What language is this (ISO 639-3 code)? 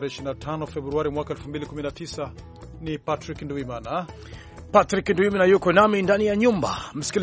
swa